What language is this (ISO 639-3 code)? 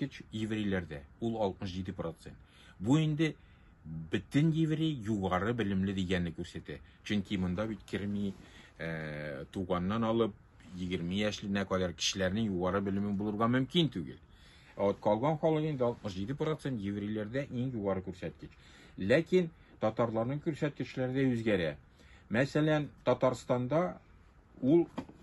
tat